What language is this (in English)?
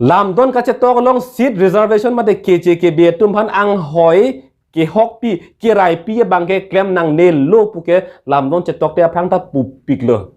Karbi